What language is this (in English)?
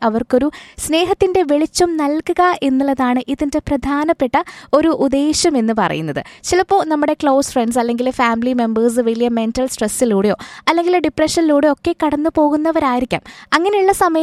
Malayalam